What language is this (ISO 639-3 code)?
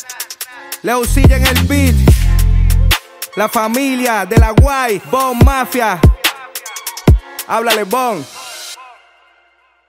spa